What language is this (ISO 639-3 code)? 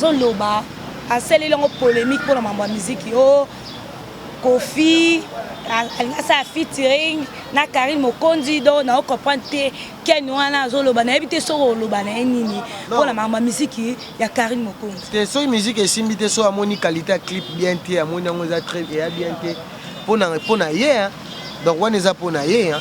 lin